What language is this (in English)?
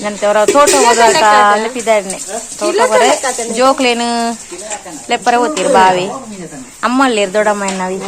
Tulu